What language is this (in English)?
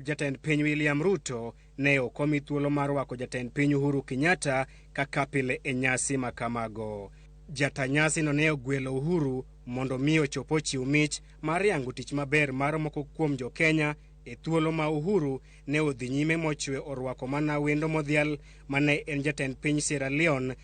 Luo (Kenya and Tanzania)